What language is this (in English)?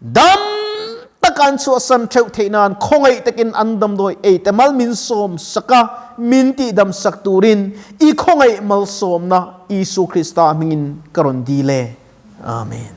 Mizo